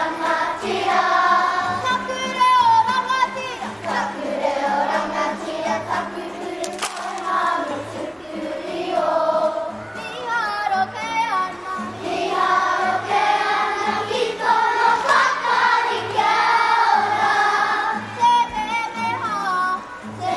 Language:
Māori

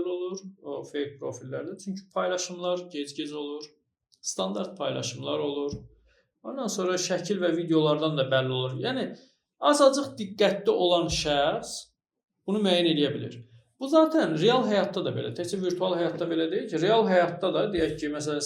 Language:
Azerbaijani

